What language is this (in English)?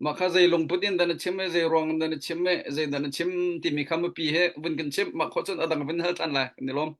Hakha Chin